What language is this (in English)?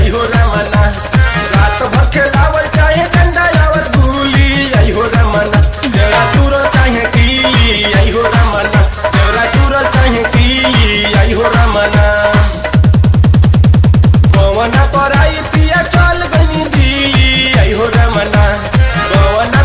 Bhojpuri